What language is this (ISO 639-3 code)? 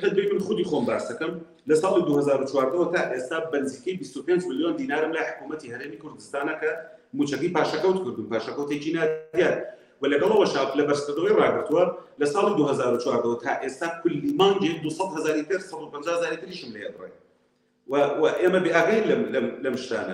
ckb